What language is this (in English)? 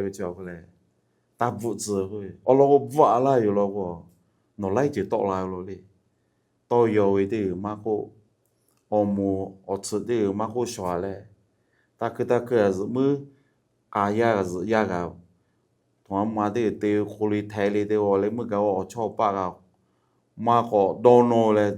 Lahu